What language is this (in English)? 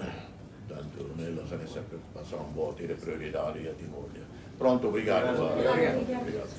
Tetum